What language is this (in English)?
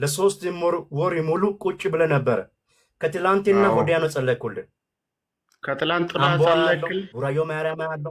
Amharic